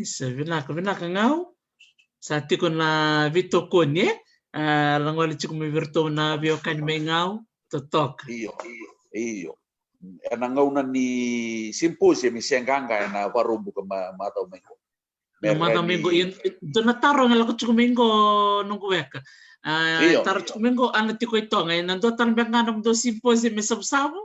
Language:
Fijian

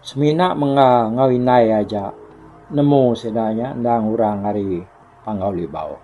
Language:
Iban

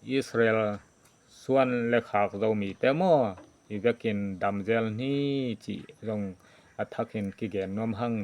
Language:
Tedim Chin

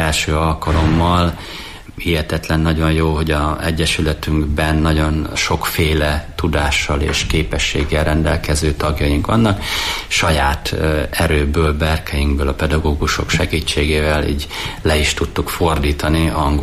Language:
Hungarian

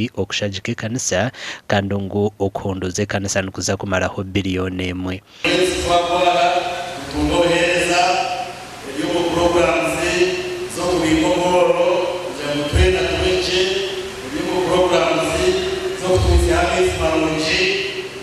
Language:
Nyankole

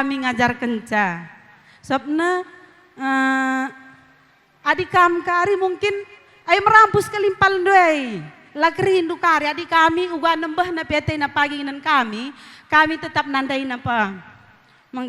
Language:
Batak Karo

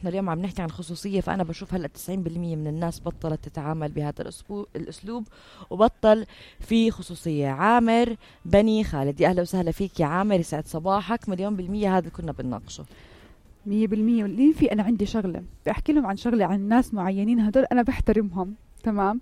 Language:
North Levantine Arabic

